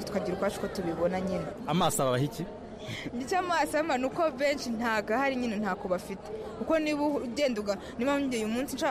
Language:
Kinyarwanda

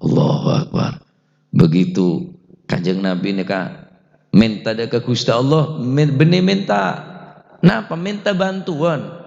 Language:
Madurese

